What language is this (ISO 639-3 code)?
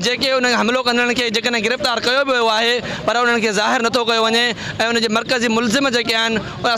snd